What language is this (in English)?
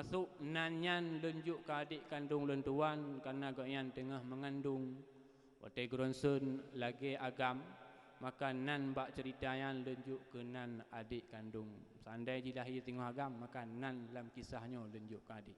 Achinese